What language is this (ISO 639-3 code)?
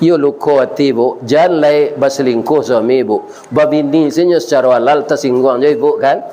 min